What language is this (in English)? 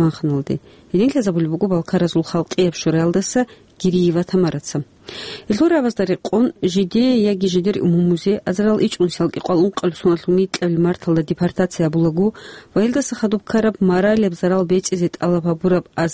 Avaric